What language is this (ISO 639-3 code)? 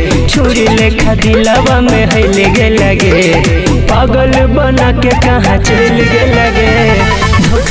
bho